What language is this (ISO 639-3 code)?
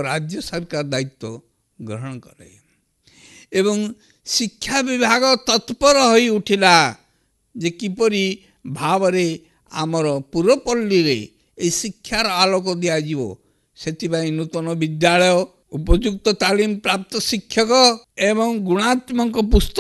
ori